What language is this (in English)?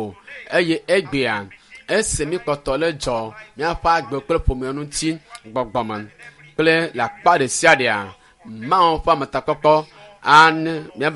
Ewe